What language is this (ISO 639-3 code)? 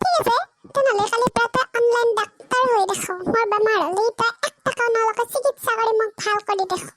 asm